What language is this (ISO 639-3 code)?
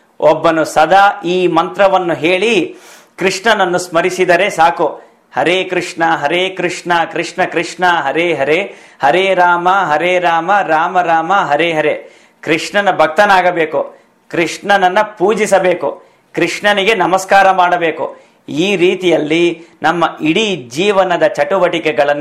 kan